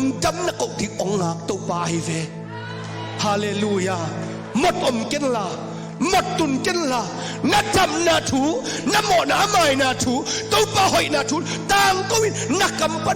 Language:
Tedim Chin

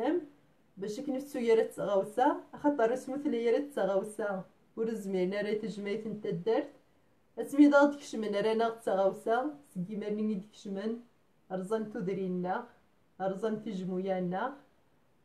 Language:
Kabyle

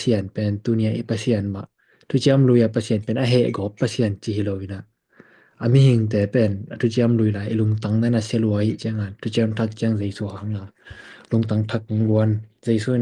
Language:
Tedim Chin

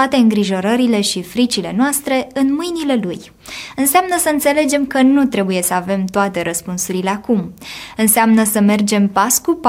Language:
Romanian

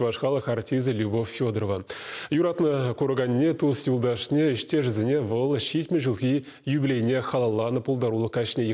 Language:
Chuvash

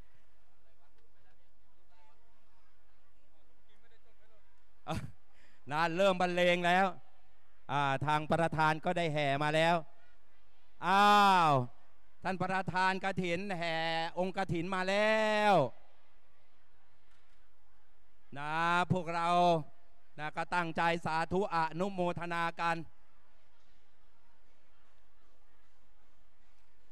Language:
Thai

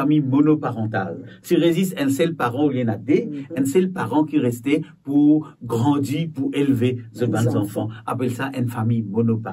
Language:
Morisyen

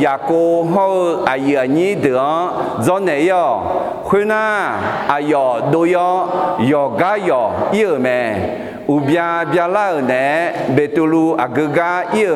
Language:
Akha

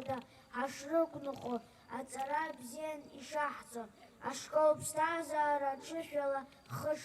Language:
Abkhazian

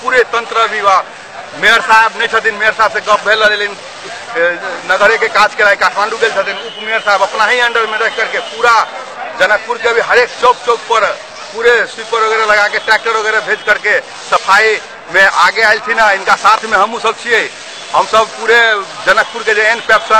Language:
Maithili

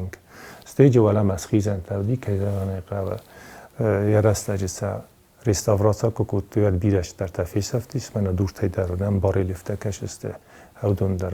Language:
Ossetic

